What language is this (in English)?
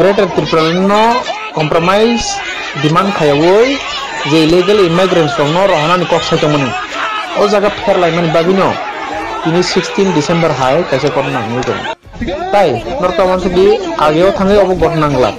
Riang (India)